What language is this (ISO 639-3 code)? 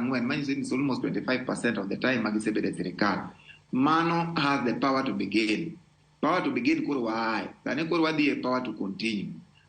luo